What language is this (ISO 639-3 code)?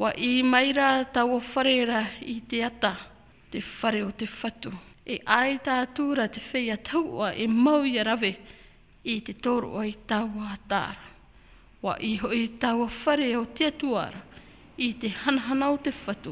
tah